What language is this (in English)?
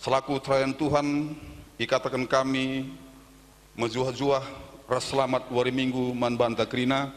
Batak Karo